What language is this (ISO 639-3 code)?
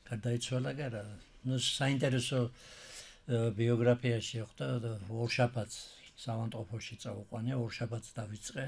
kat